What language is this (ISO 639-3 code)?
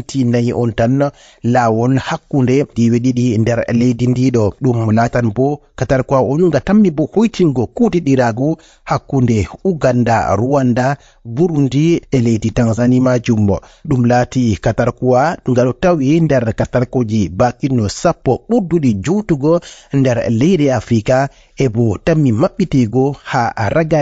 ful